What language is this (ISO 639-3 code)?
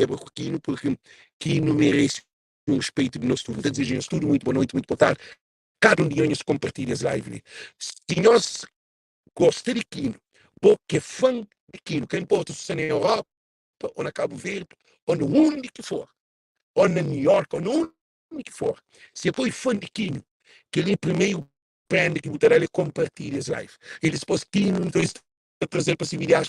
kea